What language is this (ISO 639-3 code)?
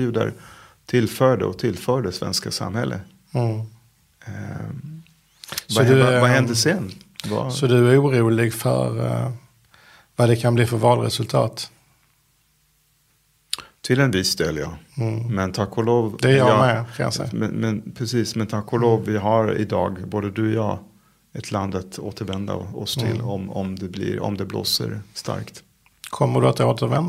swe